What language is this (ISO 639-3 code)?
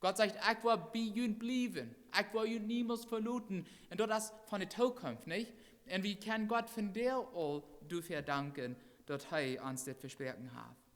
pdt